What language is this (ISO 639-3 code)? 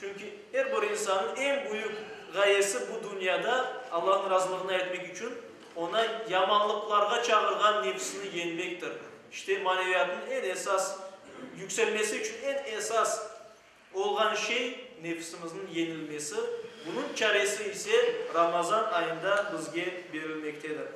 crh